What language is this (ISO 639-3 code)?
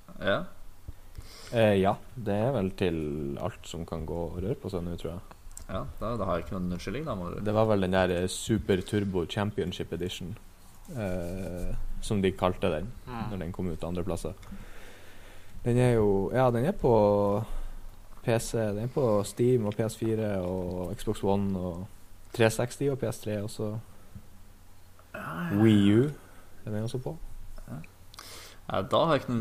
nor